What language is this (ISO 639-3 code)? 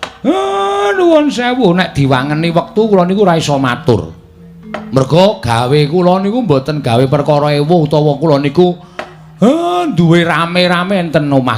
jav